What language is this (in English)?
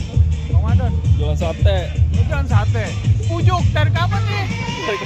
Betawi